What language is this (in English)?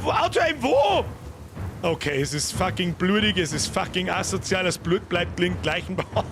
Bavarian